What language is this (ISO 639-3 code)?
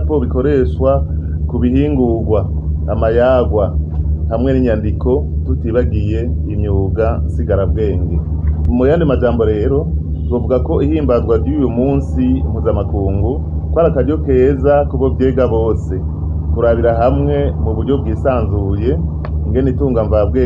run